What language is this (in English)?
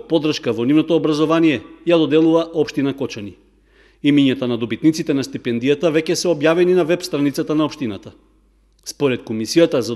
Macedonian